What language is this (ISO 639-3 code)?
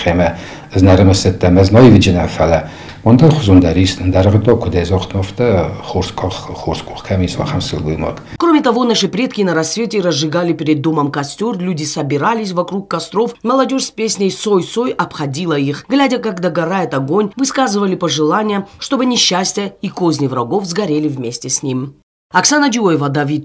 oss